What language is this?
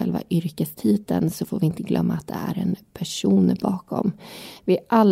Swedish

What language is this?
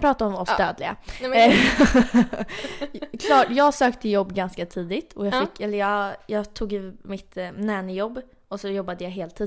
Swedish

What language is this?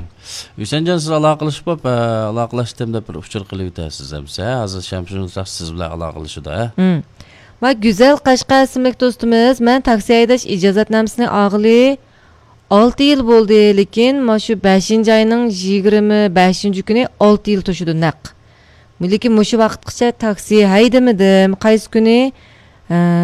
Uyghur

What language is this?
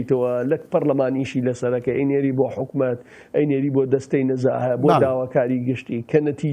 Central Kurdish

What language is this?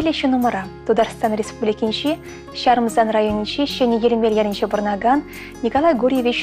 Chuvash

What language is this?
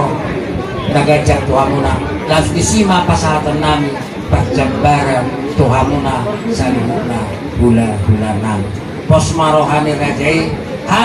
Batak Toba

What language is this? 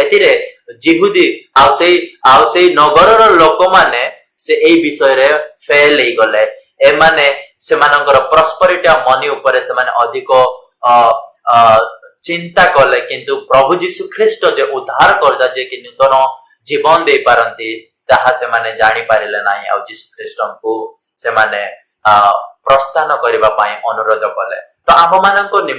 Odia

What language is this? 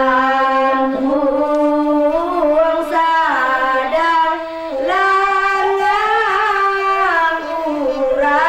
Minangkabau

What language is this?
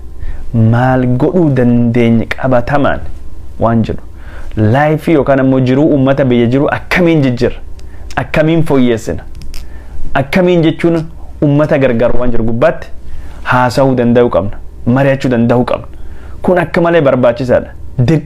Oromo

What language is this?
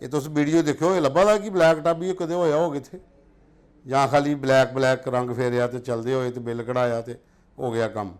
Dogri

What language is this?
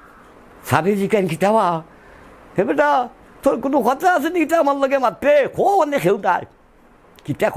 Sylheti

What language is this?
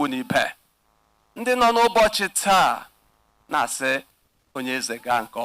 Igbo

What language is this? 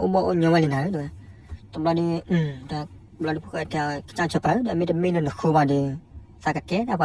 S'gaw Karen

